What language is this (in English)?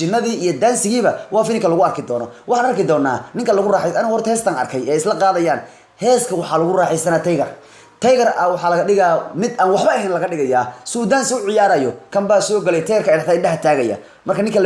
Somali